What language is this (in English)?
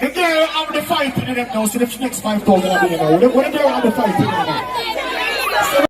Jamaican Creole English